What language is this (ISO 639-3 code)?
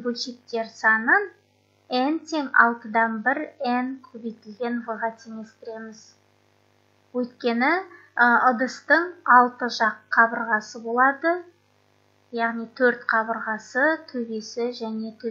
kaz